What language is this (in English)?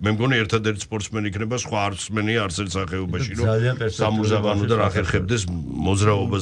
Georgian